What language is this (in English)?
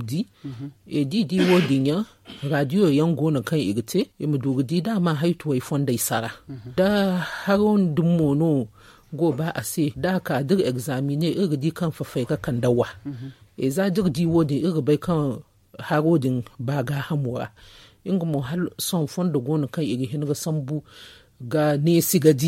Zarma